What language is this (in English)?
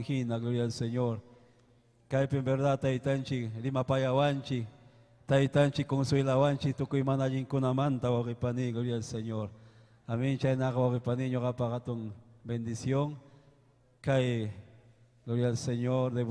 Ayacucho Quechua